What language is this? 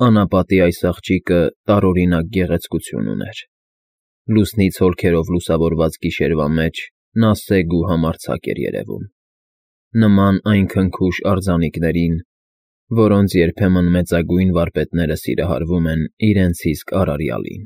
Armenian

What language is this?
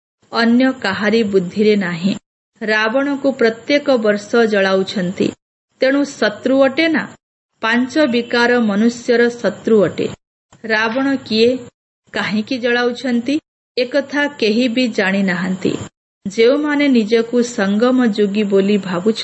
Odia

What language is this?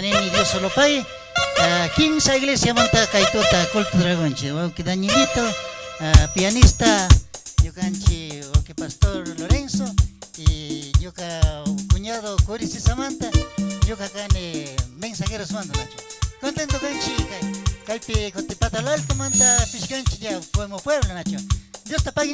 Chimborazo Highland Quichua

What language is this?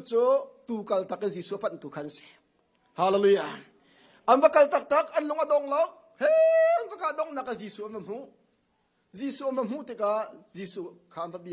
Hakha Chin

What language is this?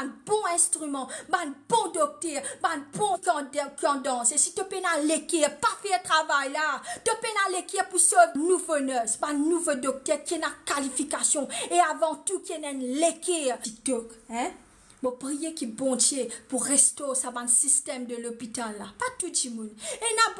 Morisyen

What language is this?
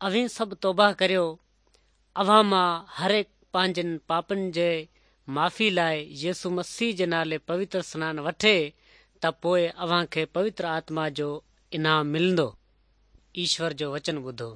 Sindhi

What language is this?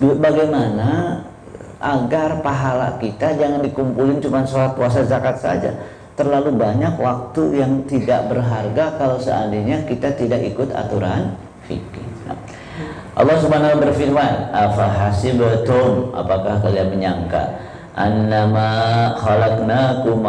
Indonesian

